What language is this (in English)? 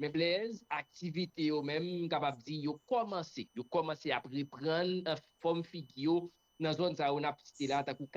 Haitian Creole